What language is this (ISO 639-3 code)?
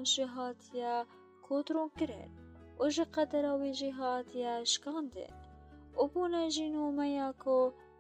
kur